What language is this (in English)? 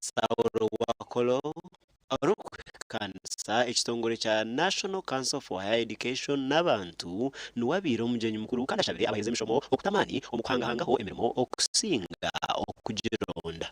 Nyankole